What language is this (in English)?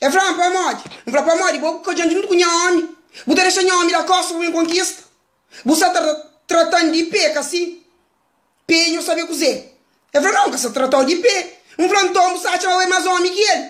Kabuverdianu